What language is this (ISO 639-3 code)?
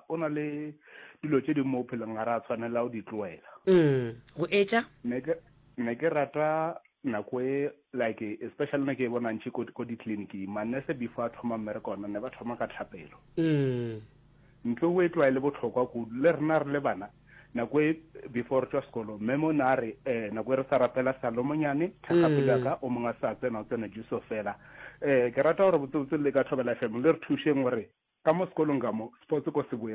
nso